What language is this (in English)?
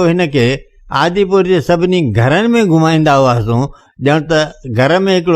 Sindhi